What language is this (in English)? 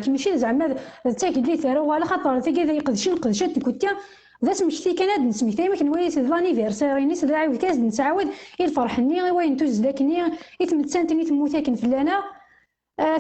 Kabyle